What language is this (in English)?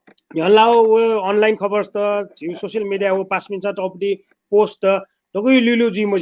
Newari